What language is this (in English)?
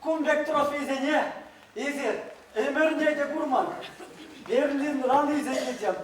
Chuvash